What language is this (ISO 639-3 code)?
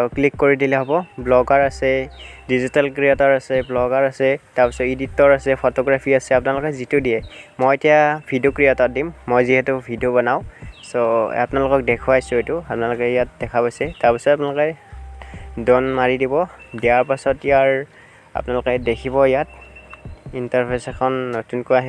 asm